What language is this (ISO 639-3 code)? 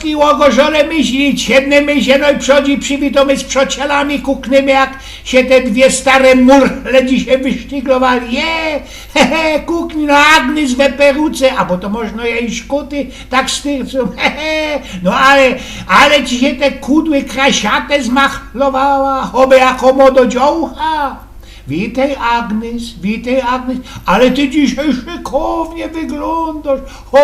szl